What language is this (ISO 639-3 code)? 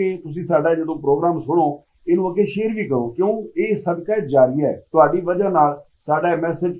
lah